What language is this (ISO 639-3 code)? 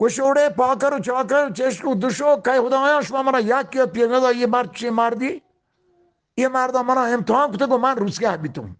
bgp